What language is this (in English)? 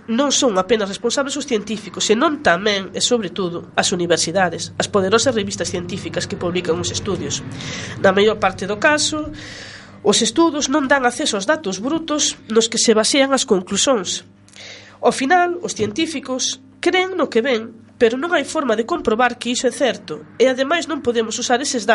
Galician